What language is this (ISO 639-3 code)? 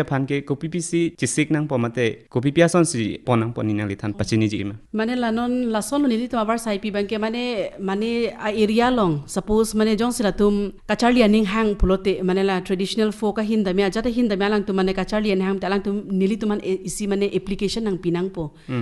mjw